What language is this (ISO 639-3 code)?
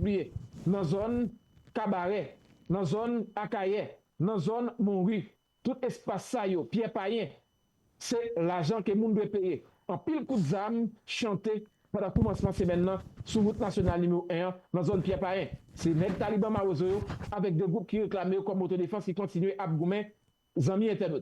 hat